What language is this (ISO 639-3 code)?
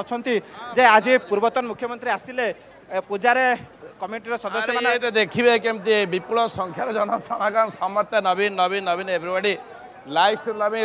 ori